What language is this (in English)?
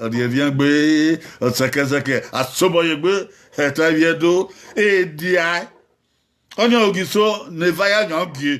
Bini